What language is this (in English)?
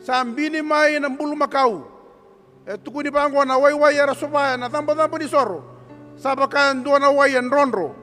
Fijian